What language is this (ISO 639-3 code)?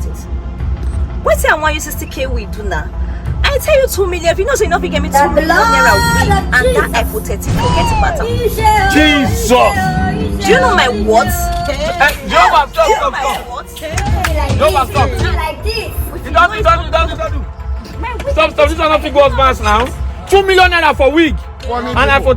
pcm